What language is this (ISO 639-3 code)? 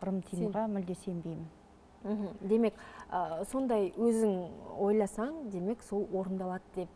kaz